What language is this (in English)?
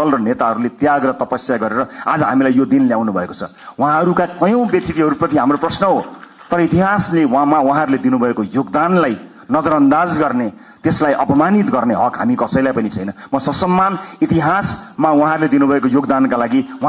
Nepali